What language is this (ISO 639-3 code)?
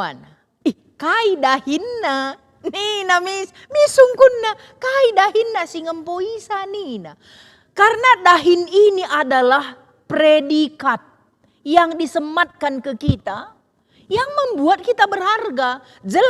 btx